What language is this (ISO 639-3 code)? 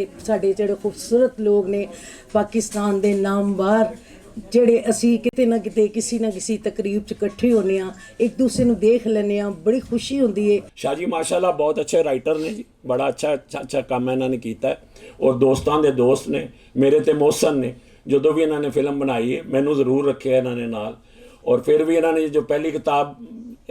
lah